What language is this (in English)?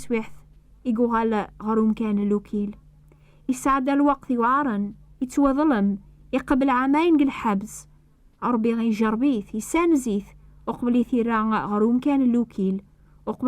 Kabyle